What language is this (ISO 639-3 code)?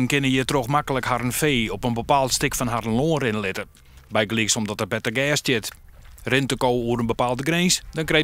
fry